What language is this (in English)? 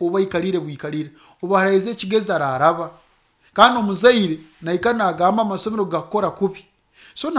Nyoro